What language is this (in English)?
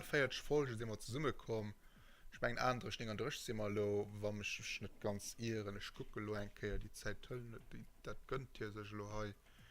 Luxembourgish